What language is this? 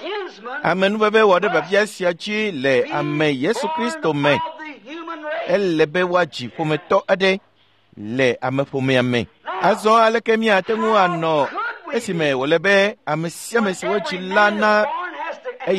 Ewe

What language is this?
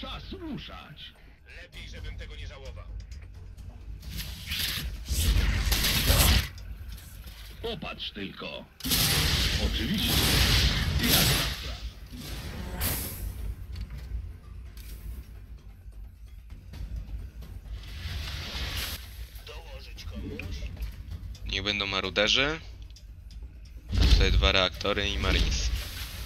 Polish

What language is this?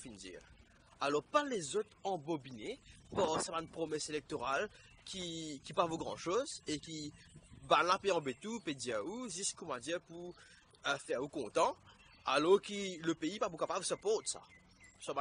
Morisyen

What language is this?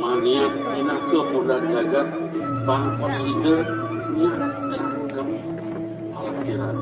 Balinese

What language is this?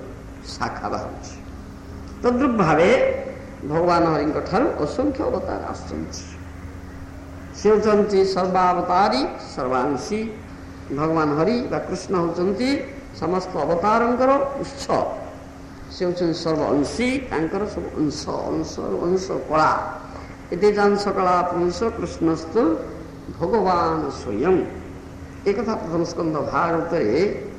Odia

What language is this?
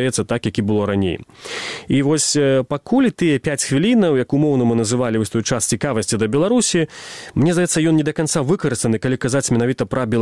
Belarusian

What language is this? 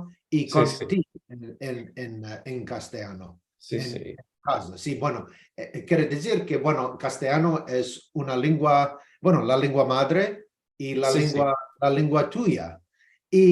Ladino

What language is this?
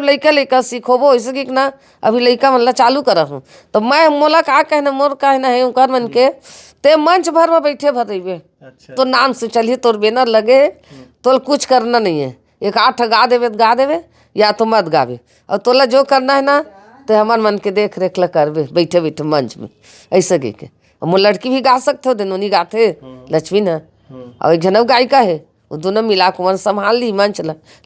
Chhattisgarhi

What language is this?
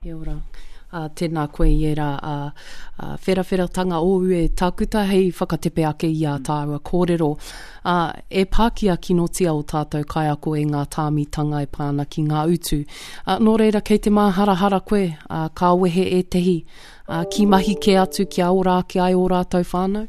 Māori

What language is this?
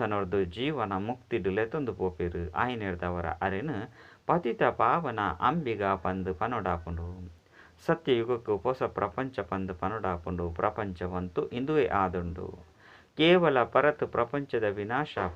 Tulu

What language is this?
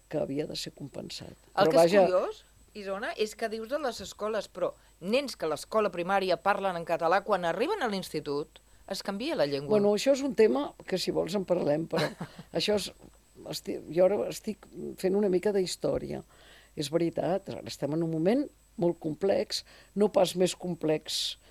Catalan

